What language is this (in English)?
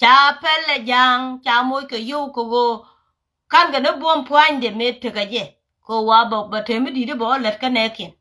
Nuer